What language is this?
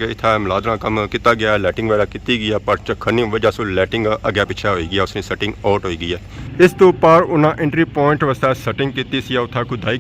Pahari-Potwari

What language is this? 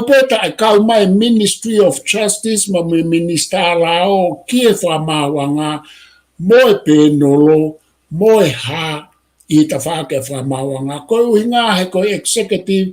Tongan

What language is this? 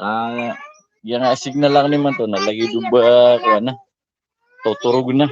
Maranao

